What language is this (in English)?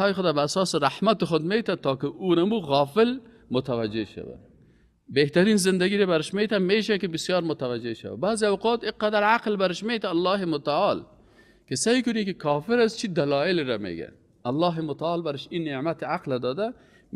Persian